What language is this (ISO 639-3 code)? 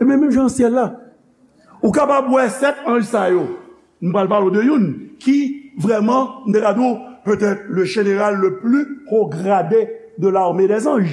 hat